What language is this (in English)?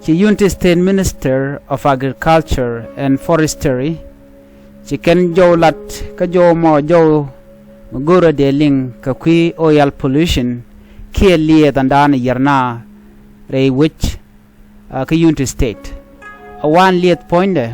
Nuer